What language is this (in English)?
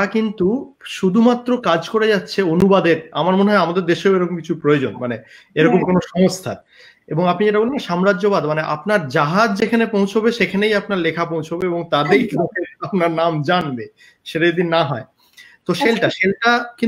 Bangla